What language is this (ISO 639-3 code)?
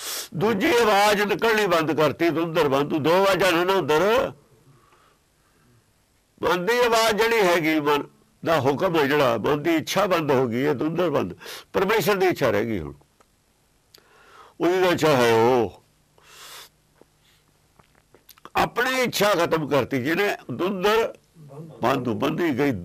pan